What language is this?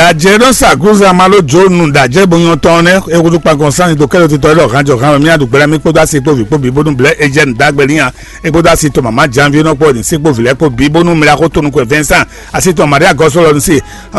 Fon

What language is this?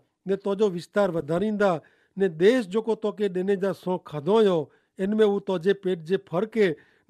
Kachhi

